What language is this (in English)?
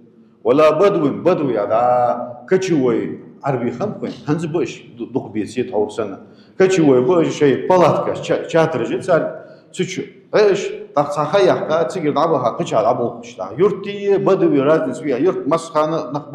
Ingush